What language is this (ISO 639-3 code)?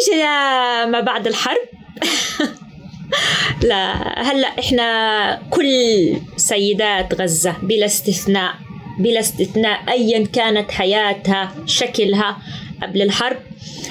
apc